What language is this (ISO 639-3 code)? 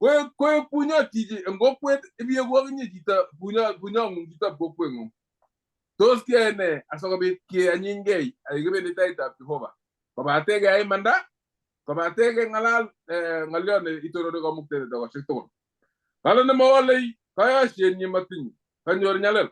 kln